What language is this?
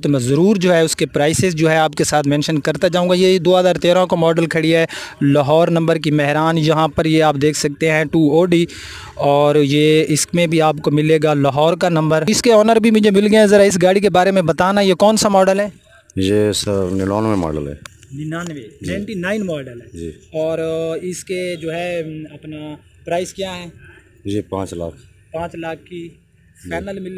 Hindi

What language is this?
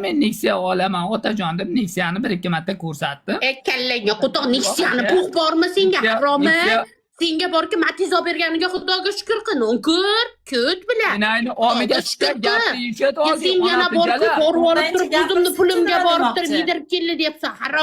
Uzbek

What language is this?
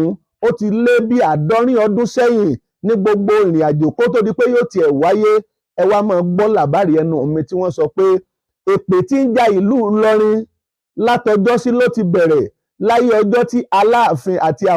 Yoruba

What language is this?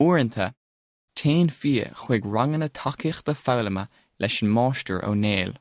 Irish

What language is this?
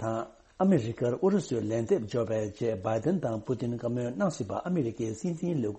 Tibetan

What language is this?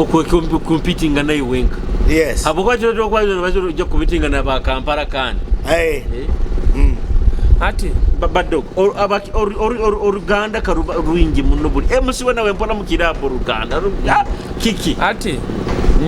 Nyoro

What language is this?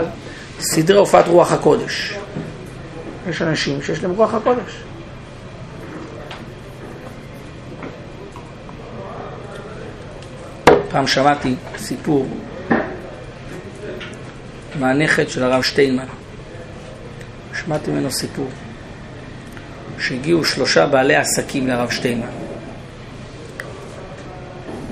Hebrew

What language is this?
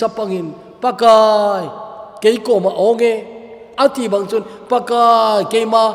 Thado Chin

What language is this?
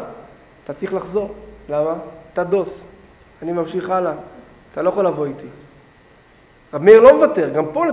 Hebrew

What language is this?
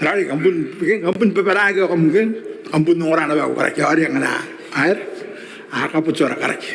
Gilbertese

